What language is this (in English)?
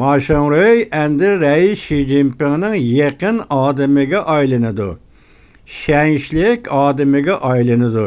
Uyghur